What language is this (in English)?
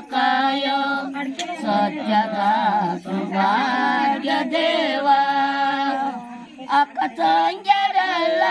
Kannada